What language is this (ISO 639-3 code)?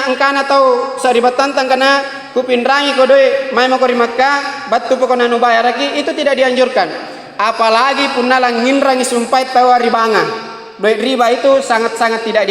mak